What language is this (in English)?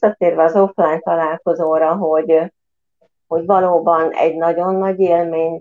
Hungarian